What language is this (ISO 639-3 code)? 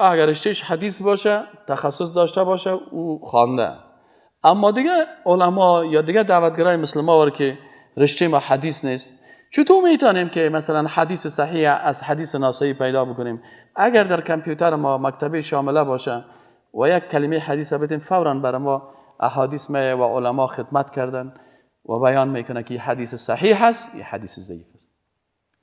fas